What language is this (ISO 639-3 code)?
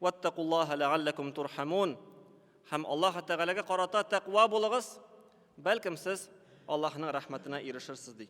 tat